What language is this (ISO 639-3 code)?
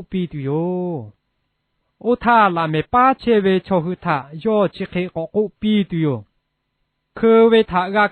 lhu